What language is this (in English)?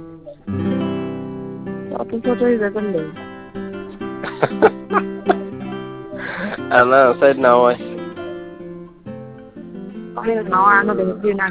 Bangla